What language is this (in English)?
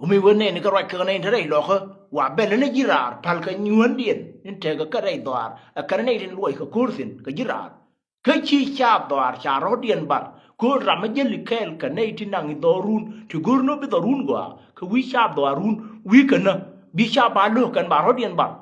Nuer